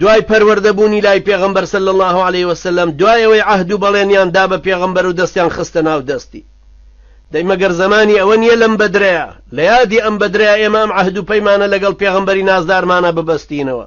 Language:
Central Kurdish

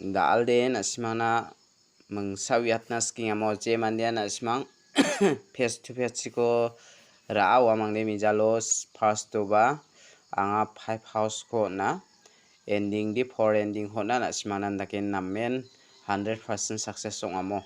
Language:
Garo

